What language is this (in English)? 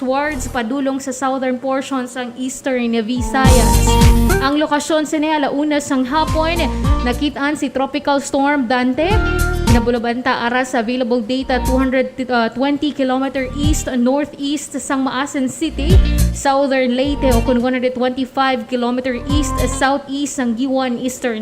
Hiligaynon